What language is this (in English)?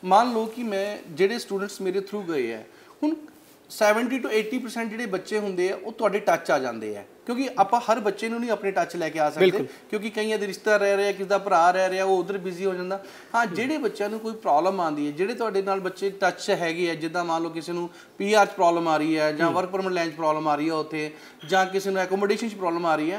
Punjabi